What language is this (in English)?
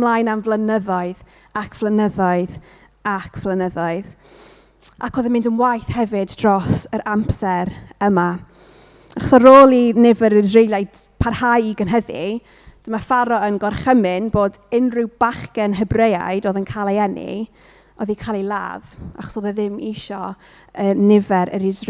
Welsh